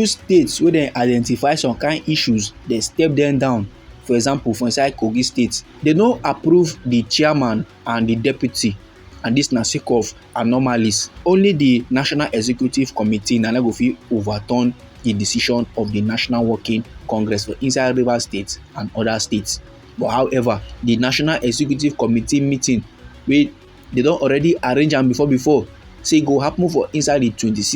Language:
Nigerian Pidgin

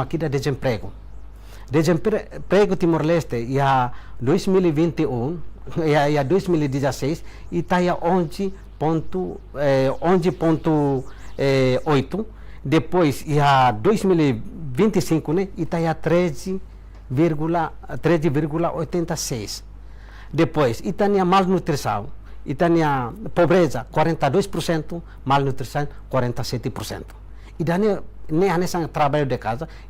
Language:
Tetum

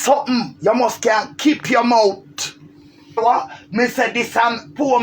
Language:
Jamaican Creole English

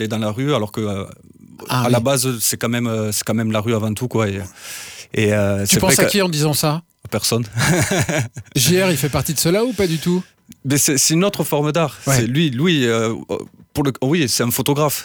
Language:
French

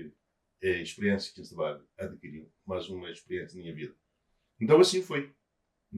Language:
Kabuverdianu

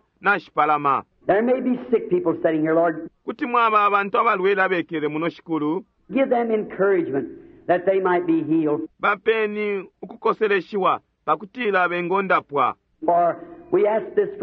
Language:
Bemba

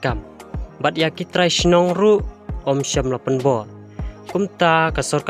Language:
Khasi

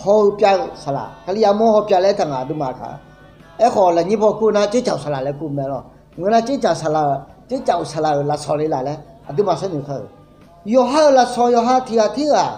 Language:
Akha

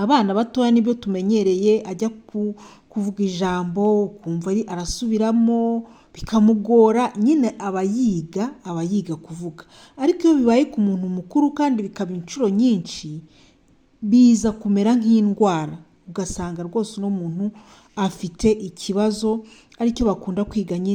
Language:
Kinyarwanda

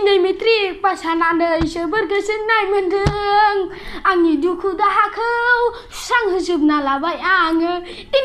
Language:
Bodo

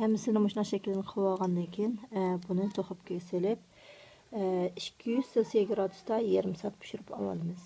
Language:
Uyghur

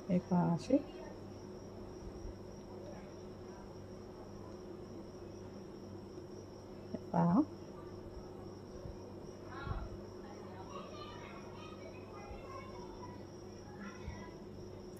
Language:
Marathi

